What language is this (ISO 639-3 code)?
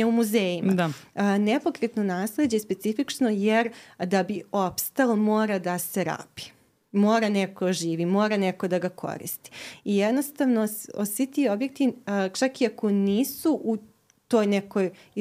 srp